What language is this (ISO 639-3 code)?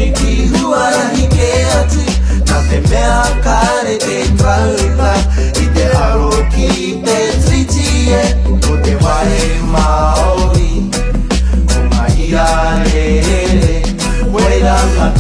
mri